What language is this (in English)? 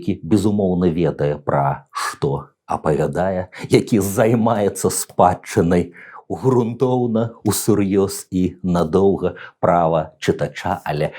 Belarusian